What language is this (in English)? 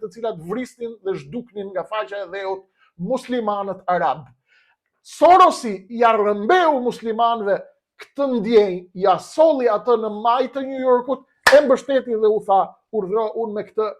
Albanian